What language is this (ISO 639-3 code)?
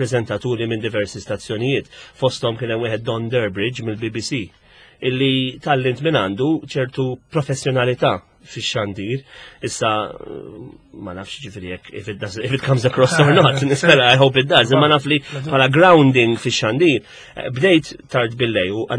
mlt